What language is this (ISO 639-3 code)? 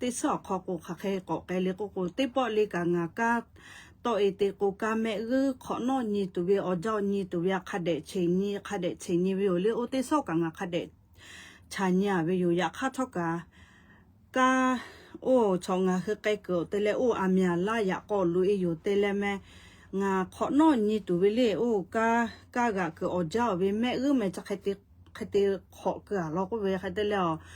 lhu